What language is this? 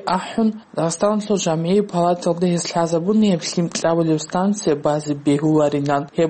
Avaric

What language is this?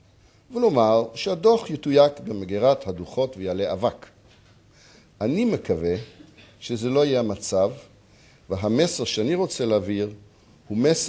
Hebrew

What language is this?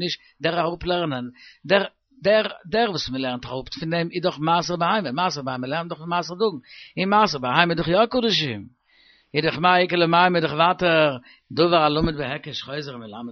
Yiddish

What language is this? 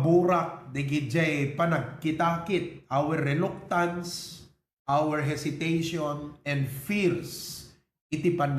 Iloko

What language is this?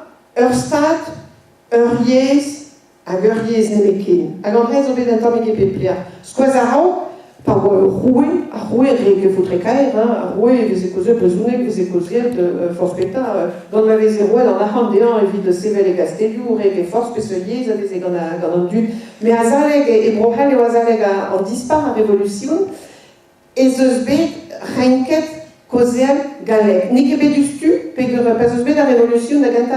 Breton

